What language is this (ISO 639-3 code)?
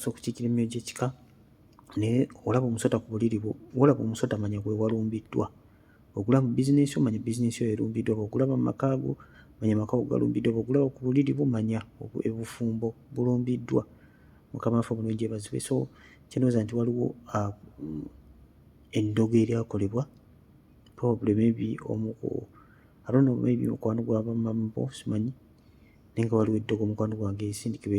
lug